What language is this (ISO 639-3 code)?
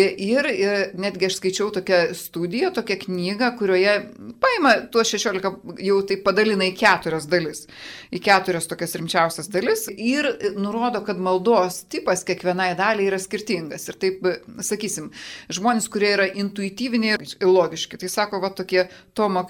lit